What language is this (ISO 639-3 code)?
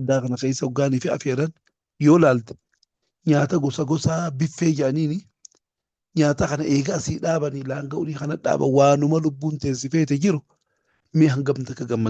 orm